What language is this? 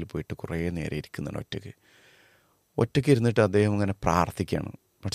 Malayalam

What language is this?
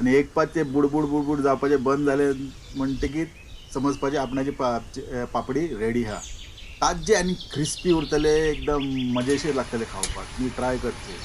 Konkani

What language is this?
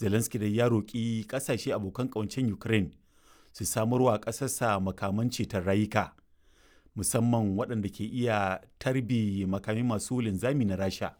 Hausa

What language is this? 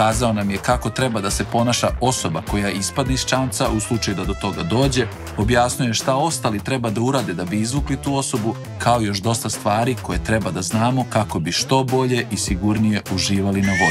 Serbian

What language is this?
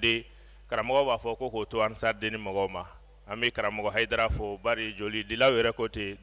Bambara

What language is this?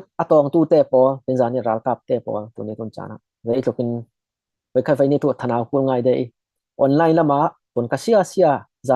Falam Chin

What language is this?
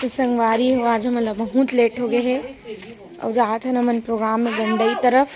Chhattisgarhi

